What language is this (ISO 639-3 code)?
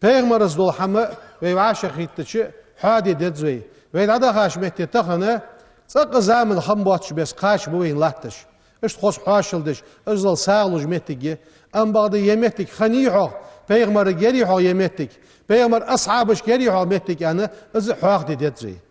inh